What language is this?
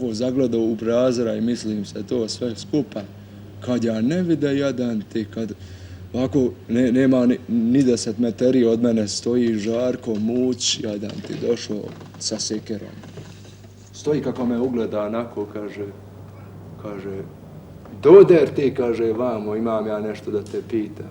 Bosnian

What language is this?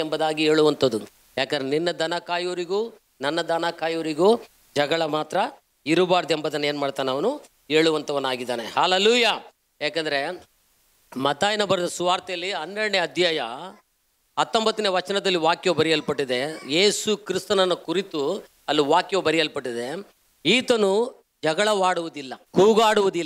Kannada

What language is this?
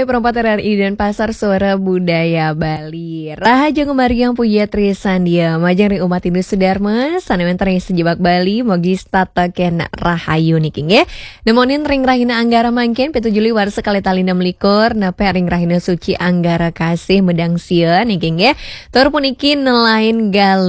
Balinese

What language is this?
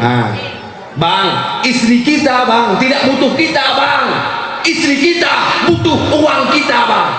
Achinese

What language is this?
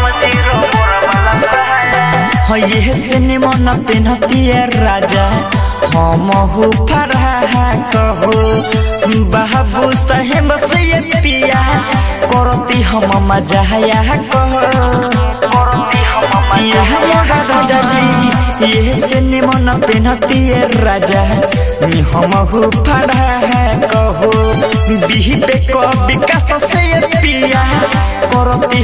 Bhojpuri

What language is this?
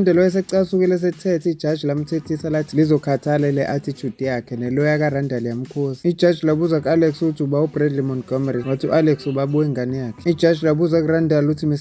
Zulu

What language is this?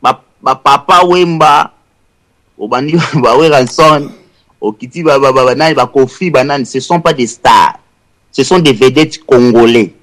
Lingala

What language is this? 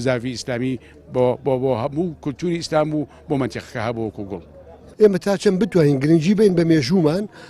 Central Kurdish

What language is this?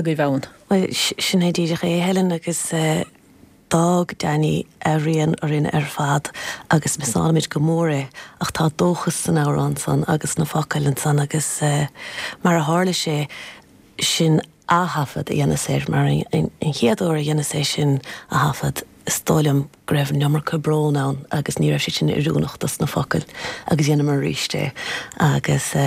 Irish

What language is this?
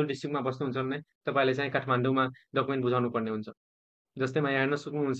Nepali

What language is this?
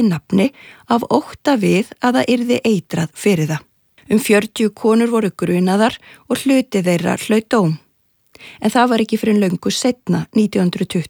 Icelandic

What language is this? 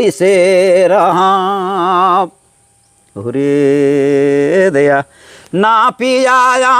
Sadri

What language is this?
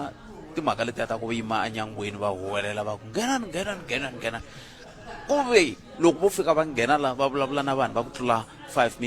Tsonga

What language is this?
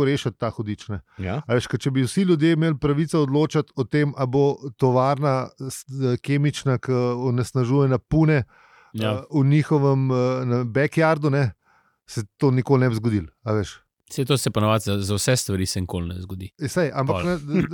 Slovenian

